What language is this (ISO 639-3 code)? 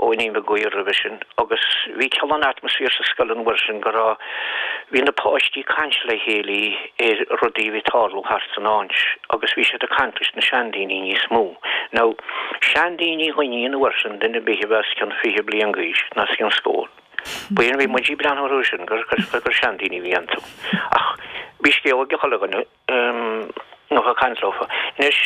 gle